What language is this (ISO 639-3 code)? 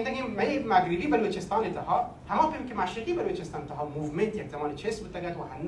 bal